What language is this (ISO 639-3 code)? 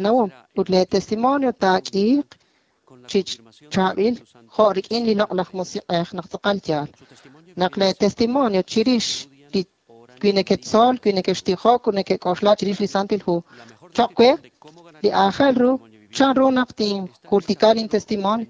kek